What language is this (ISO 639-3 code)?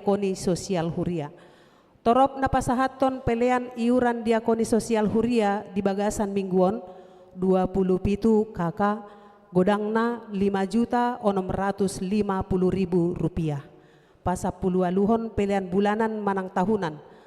bbc